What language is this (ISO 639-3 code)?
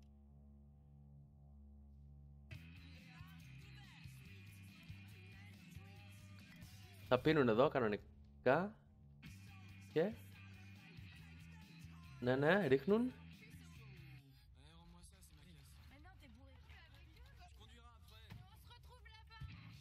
ell